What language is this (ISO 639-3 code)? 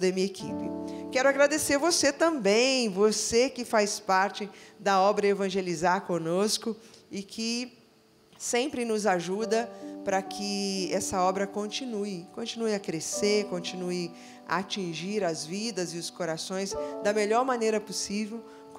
por